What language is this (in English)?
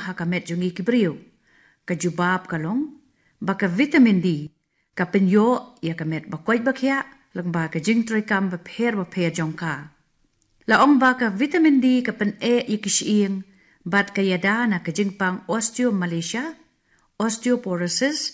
Khasi